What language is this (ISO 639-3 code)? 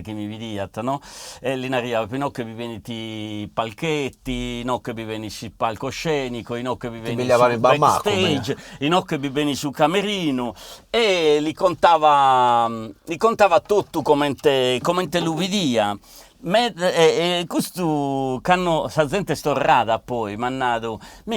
srd